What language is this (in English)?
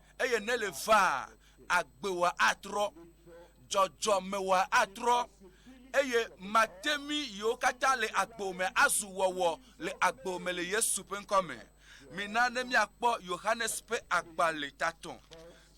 Ewe